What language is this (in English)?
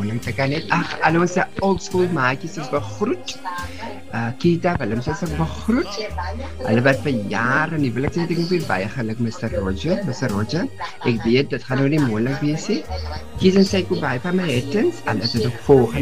Afrikaans